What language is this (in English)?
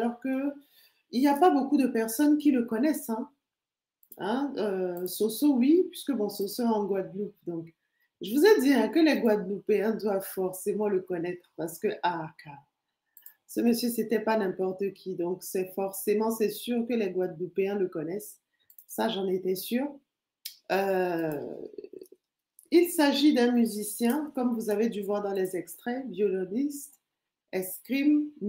French